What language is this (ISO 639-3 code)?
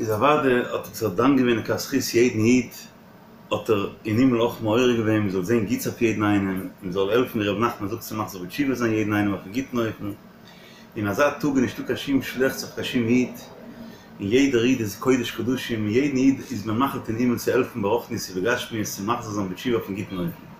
yid